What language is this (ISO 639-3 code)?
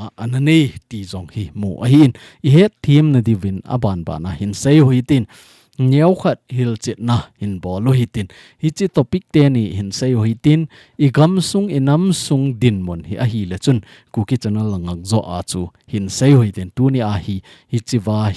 tcz